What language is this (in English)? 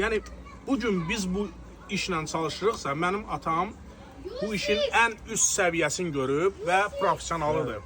Azerbaijani